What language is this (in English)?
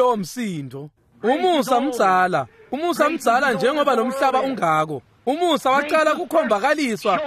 Swati